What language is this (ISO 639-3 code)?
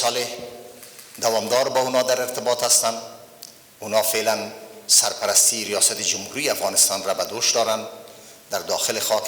fas